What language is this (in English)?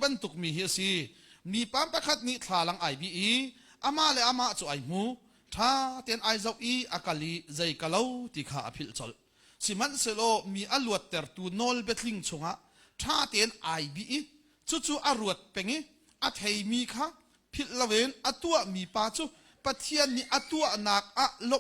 Hakha Chin